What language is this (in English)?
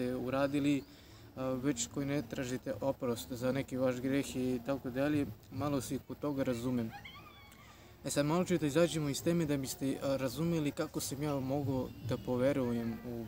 Serbian